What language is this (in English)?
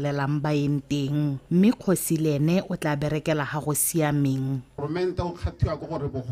Tswana